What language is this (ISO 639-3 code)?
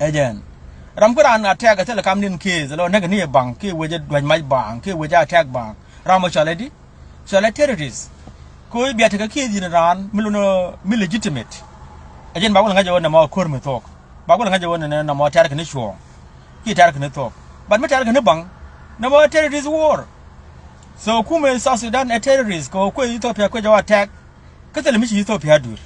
nus